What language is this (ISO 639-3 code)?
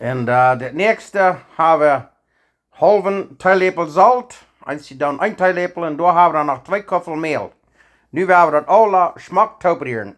pdt